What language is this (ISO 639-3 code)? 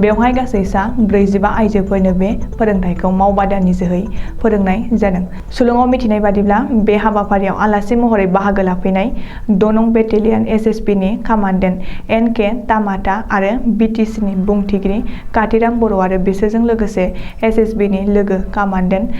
brx